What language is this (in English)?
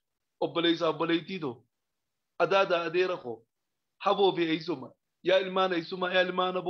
Oromo